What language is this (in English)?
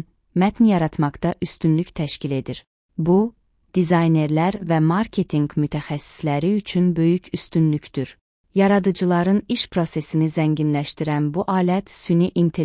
Azerbaijani